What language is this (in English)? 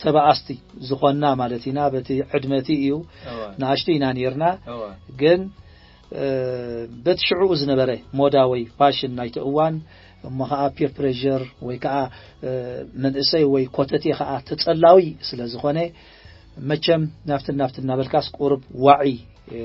Tigrinya